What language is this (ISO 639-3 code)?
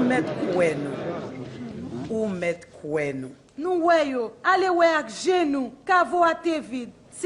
hat